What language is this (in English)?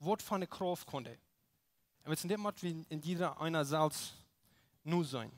Plautdietsch